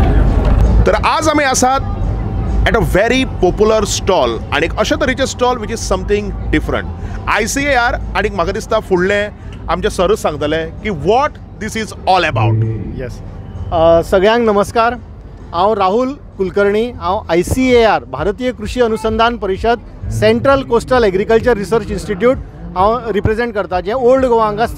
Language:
Konkani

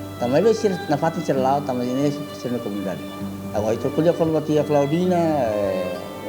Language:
Tetum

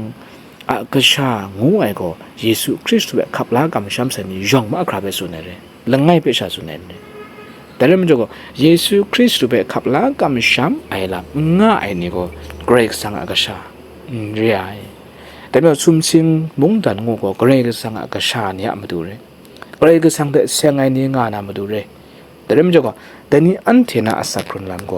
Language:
Kachin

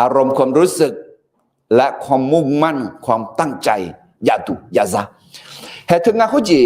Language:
Akha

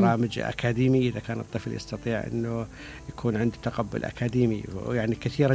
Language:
Mesopotamian Arabic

